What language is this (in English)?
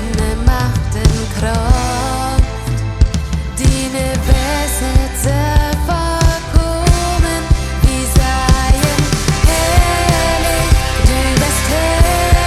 Plautdietsch